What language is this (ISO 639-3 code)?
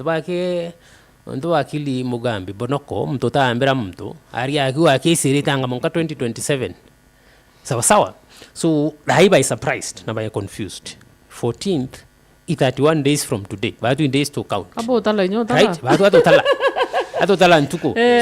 mer